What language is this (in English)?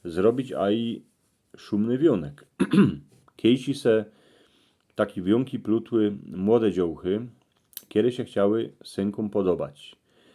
Silesian